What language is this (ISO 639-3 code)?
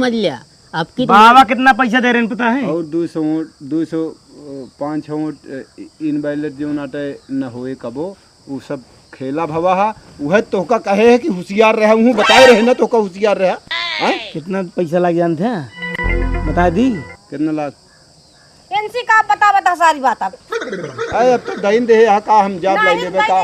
awa